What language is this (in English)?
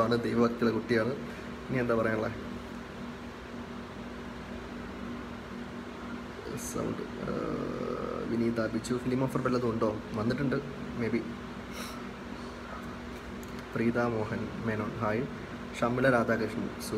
Malayalam